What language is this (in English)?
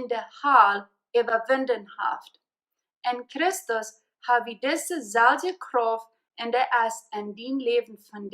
Plautdietsch